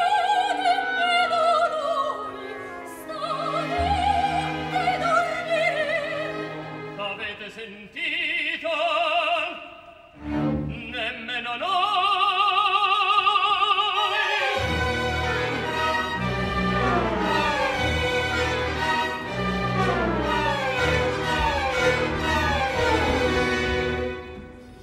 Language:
Italian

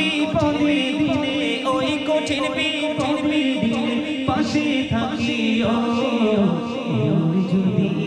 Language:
Bangla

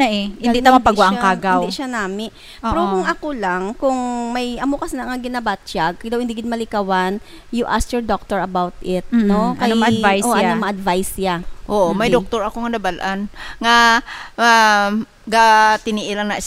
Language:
Hiligaynon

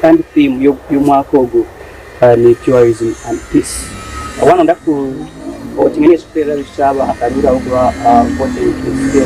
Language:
Nyankole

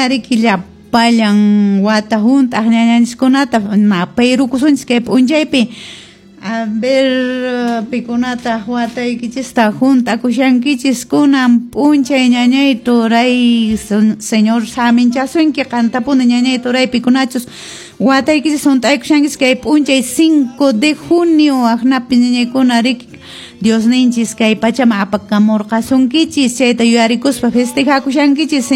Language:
Quechua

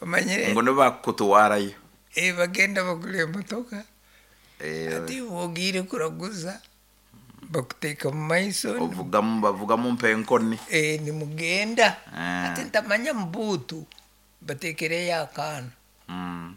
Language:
Nyoro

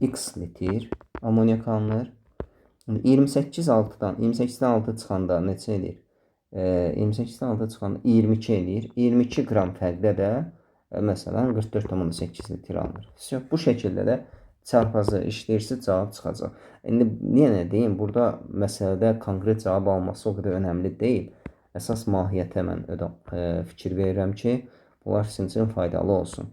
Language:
Azerbaijani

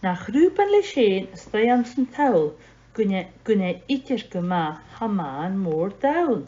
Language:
Scottish Gaelic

